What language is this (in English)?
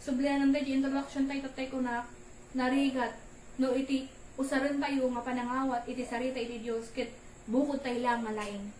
Iloko